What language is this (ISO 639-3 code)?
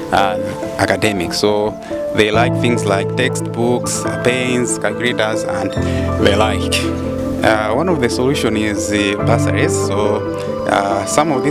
nya